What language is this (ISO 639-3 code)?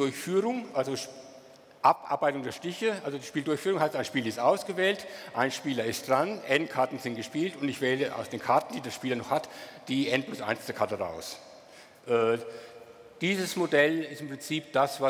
deu